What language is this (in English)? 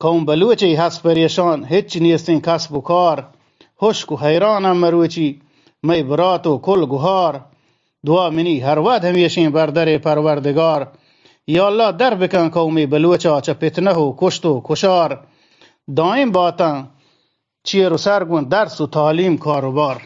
Eastern Balochi